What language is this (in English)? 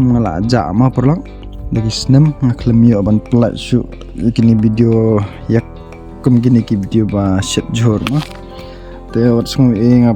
Khasi